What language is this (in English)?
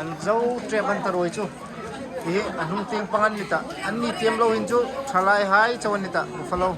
Hmar